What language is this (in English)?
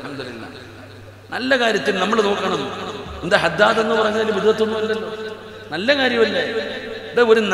Malayalam